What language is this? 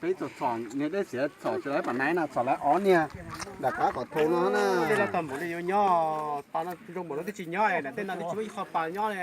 Hmong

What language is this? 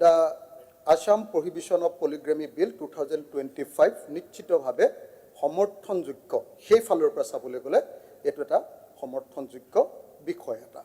Assamese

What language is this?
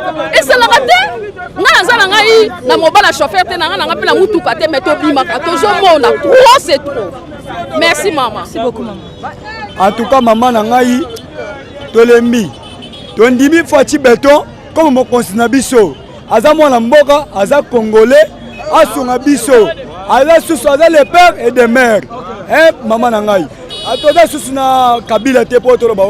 Lingala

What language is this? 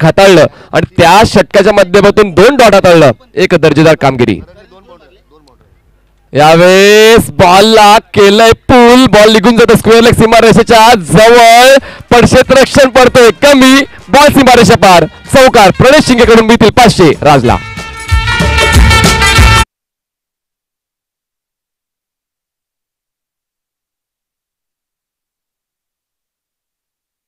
Marathi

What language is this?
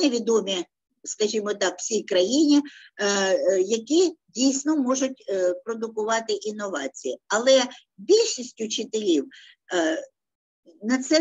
Ukrainian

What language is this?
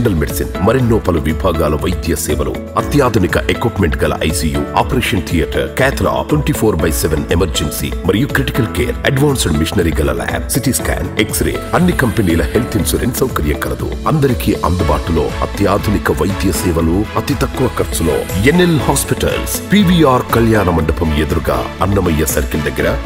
Telugu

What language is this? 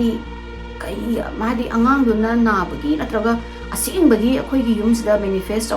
Manipuri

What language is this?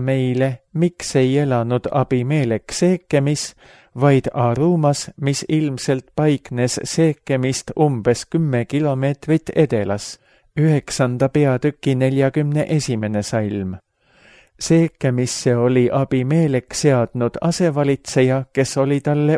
Estonian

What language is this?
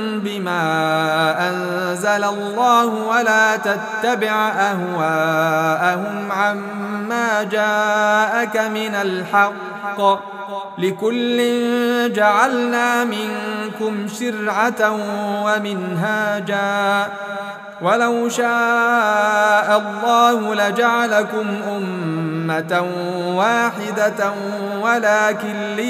Arabic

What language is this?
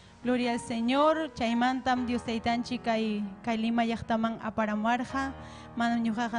Ayacucho Quechua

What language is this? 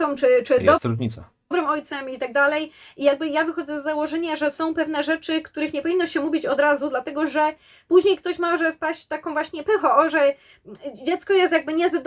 Polish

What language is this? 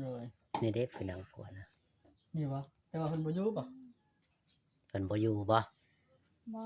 Northeastern Thai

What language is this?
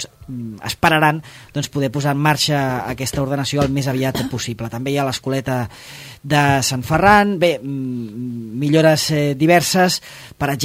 Catalan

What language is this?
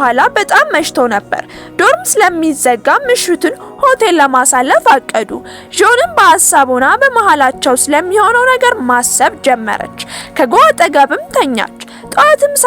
Amharic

